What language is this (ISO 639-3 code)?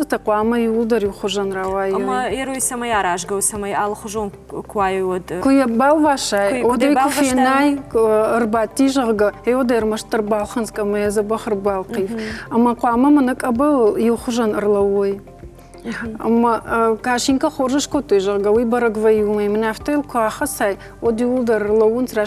oss